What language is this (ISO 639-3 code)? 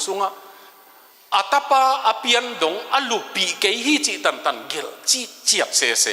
ctd